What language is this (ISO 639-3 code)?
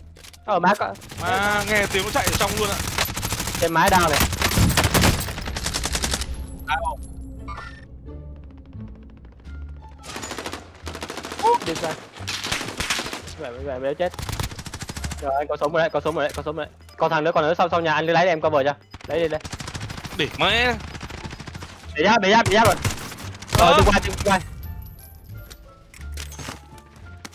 vie